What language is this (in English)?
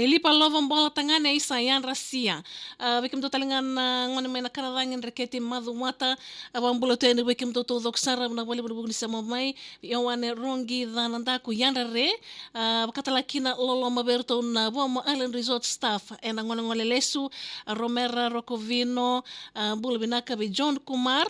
Fijian